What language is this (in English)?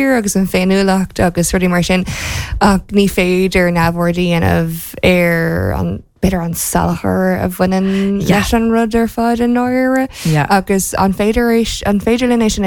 Irish